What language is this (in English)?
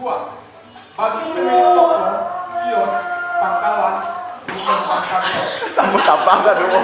Minangkabau